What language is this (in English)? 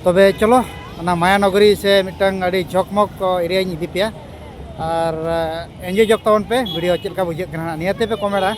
Santali